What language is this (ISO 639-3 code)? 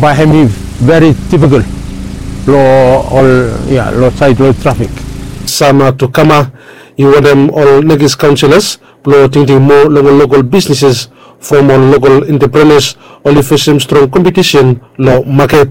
bis